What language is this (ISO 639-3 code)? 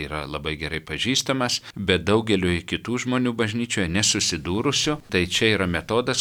lit